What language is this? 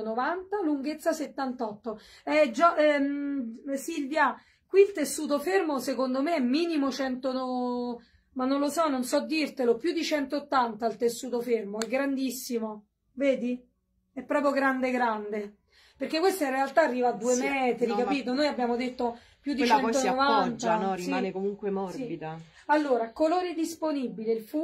Italian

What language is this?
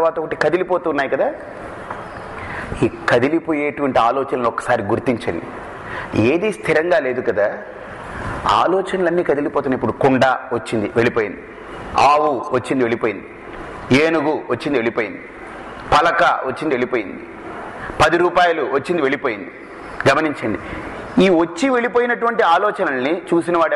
Telugu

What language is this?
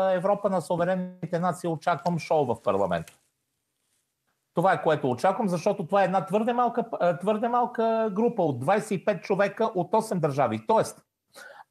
Bulgarian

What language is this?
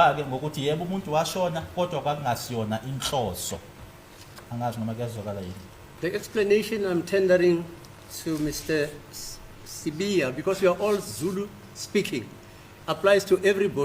Zulu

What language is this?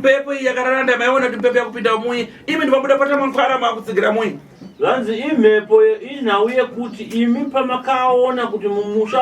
Shona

